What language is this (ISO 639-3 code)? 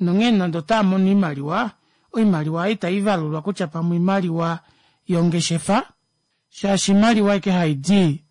kua